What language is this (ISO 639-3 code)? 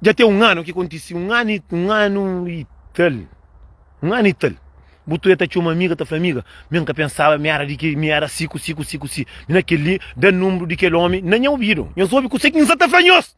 kea